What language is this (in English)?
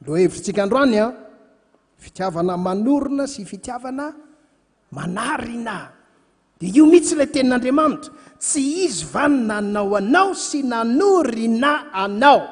Malagasy